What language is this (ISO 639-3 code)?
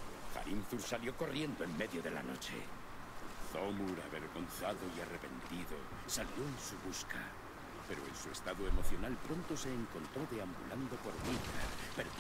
spa